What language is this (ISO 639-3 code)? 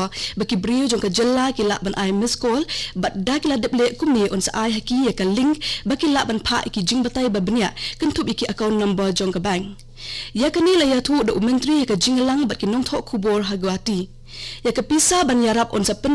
kha